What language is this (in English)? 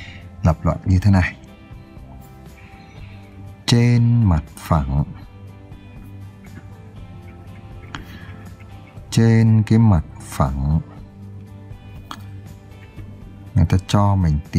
Vietnamese